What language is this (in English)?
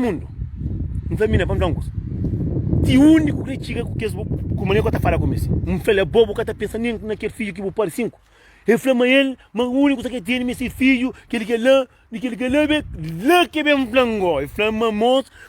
Kabuverdianu